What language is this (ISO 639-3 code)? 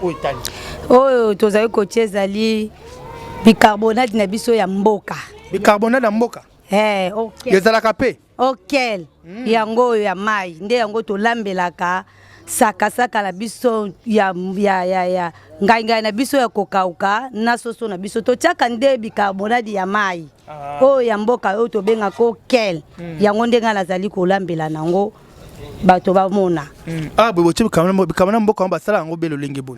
lin